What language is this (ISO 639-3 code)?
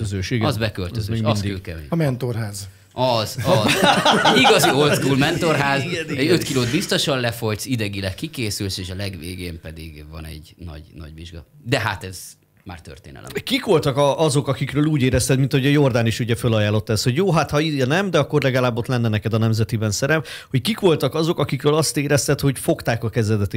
hun